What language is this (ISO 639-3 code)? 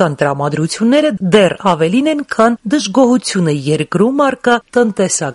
hye